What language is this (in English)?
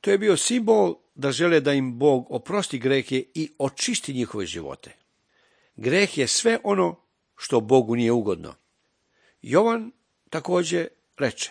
Serbian